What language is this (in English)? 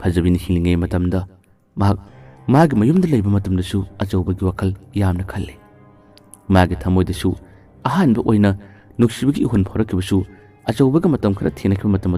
Manipuri